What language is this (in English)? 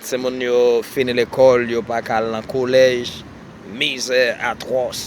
Haitian Creole